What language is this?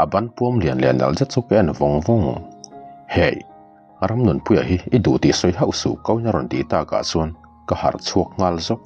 Mizo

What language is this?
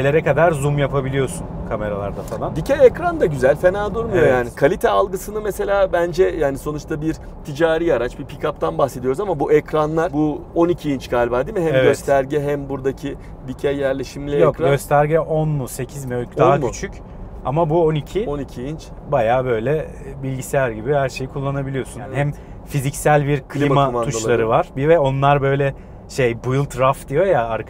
Turkish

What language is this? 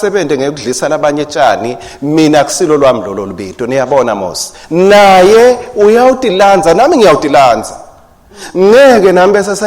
Swati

